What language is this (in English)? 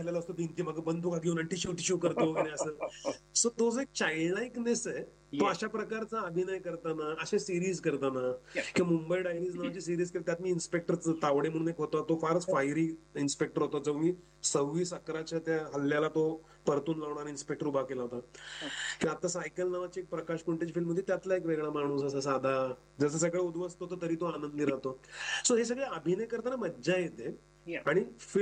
Marathi